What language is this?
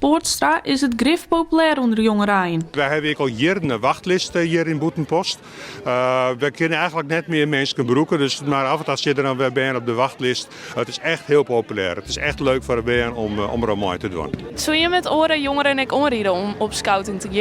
Western Frisian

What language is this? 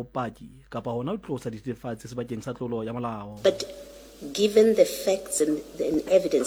Southern Sotho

